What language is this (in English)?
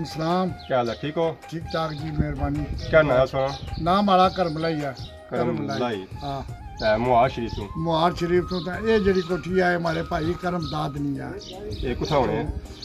Pahari-Potwari